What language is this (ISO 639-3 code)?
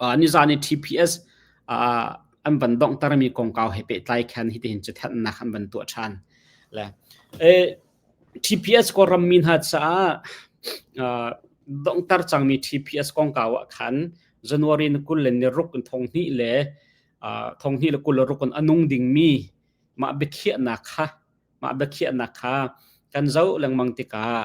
cnh